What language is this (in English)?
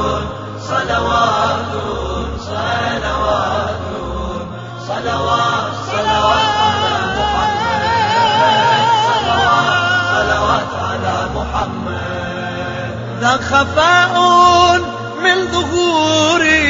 Persian